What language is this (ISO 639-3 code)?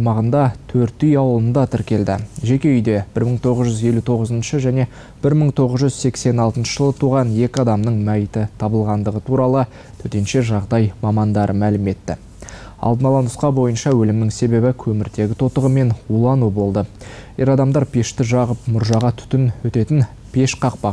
kaz